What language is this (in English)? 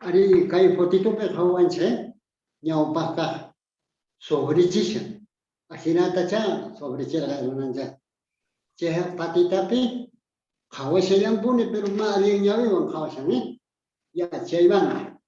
South Bolivian Quechua